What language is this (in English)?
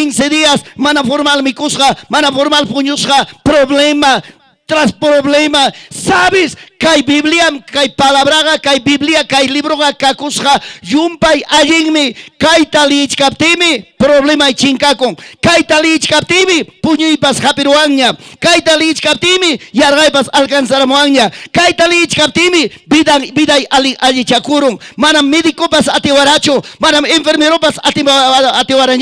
Ayacucho Quechua